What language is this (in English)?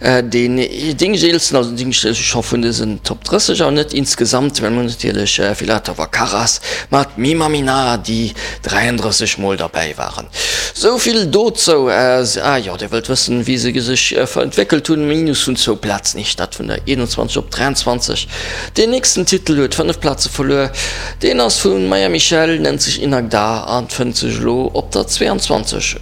Luxembourgish